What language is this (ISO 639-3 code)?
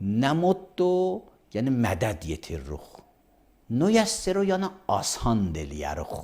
aze